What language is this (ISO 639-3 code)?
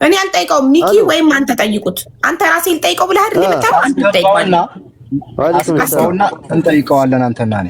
amh